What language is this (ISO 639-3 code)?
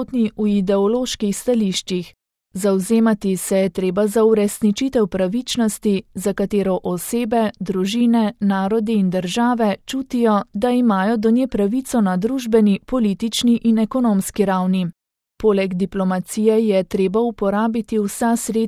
slv